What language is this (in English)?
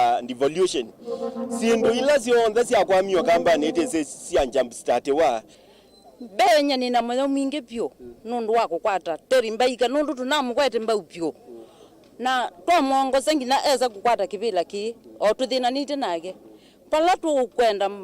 Kamba